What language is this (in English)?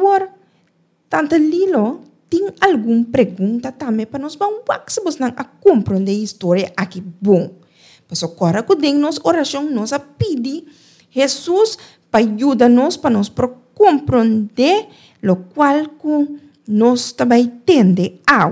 Papiamento